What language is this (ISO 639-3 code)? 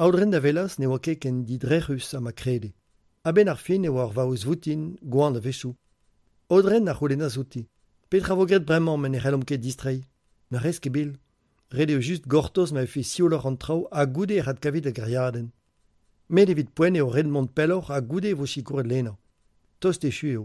bre